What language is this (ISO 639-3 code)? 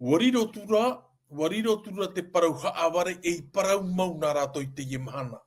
tah